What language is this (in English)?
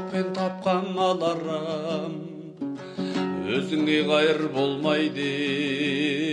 Kazakh